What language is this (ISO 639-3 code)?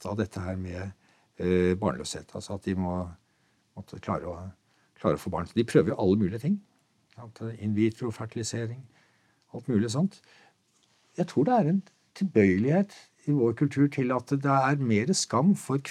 nor